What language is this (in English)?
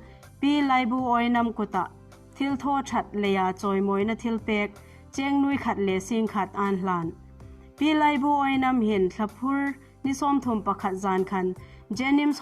Hmar